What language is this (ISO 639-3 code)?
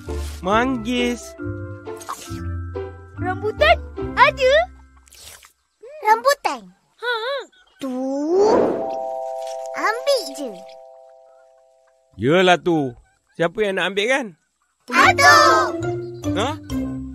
msa